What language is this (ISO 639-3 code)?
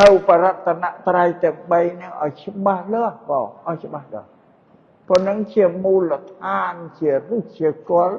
khm